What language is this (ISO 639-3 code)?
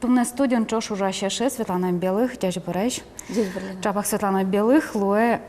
udm